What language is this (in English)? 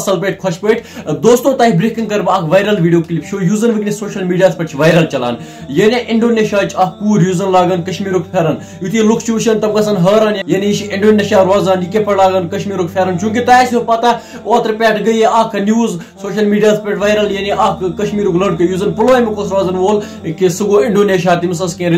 Kashmiri